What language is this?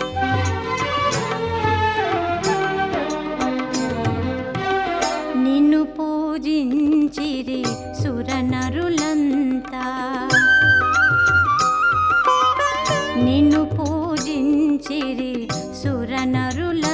Telugu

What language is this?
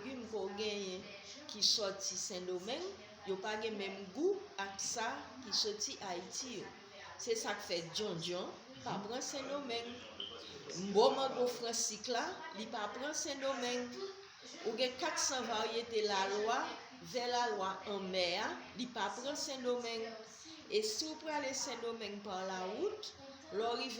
Haitian Creole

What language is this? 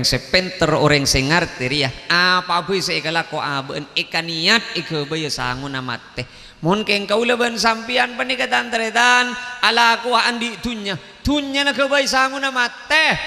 Madurese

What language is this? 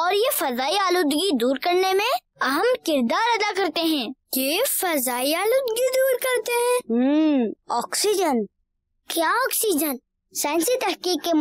Urdu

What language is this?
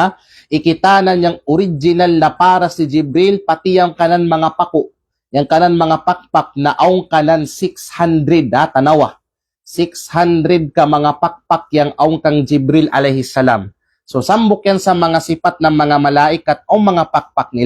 Kalagan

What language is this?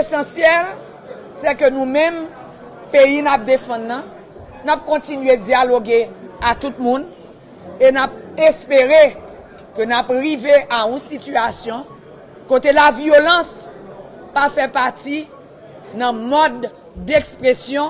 Haitian Creole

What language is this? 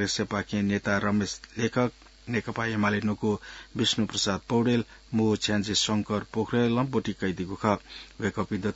Newari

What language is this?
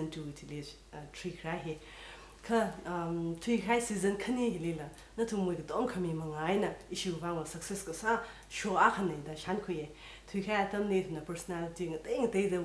Tangkhul Naga (India)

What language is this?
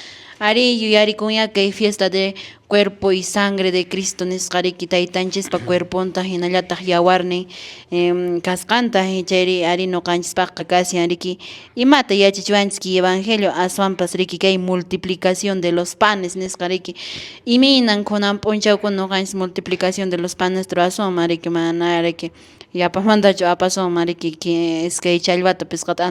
Quechua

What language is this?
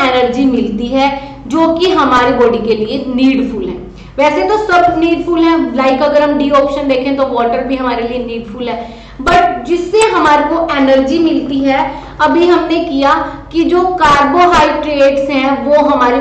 Hindi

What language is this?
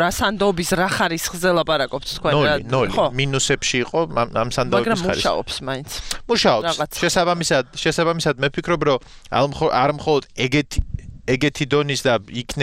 Georgian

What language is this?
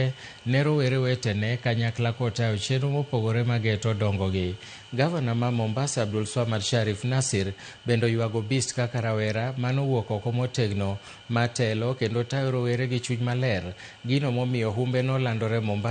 Luo (Kenya and Tanzania)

